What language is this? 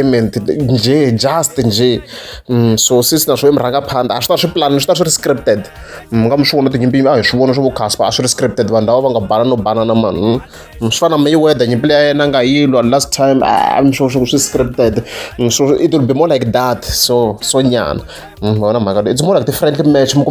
Tsonga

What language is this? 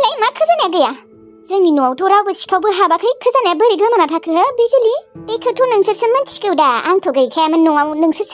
Bodo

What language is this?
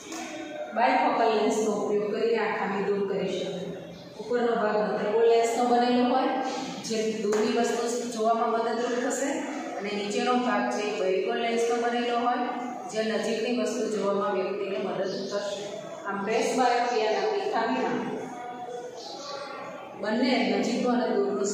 Gujarati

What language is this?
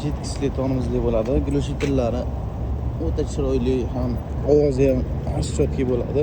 Uzbek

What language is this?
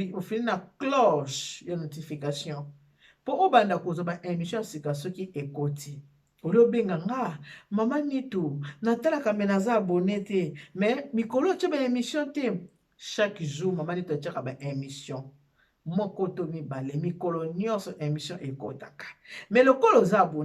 Lingala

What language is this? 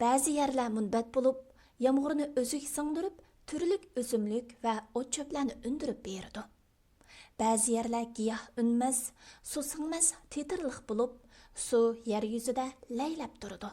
Uyghur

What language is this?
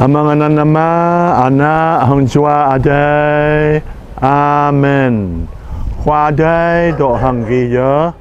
Jarai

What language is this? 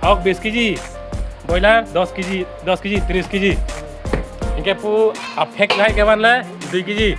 Karbi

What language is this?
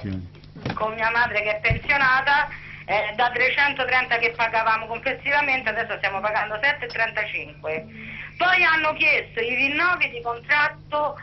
Italian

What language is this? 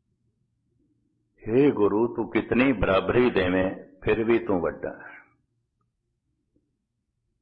Punjabi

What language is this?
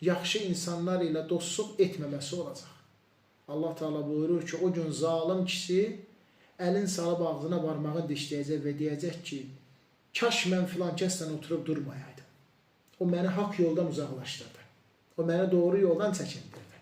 Azerbaijani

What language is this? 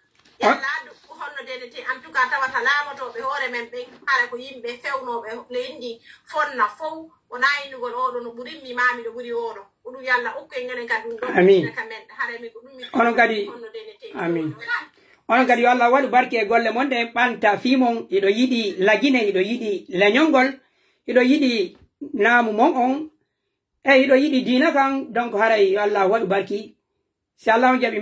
Pular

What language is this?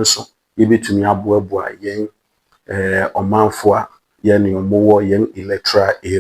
Akan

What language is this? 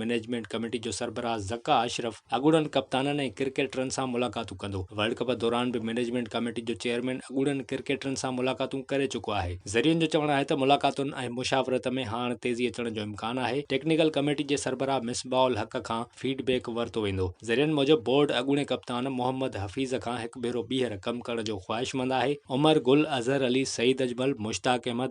Sindhi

